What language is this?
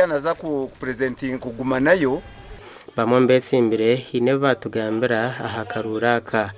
Nyankole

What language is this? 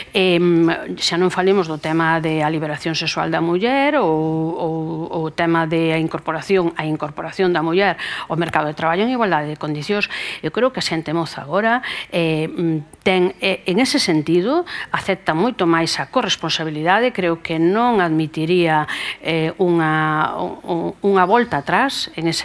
Galician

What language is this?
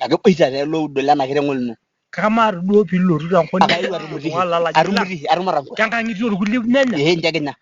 Masai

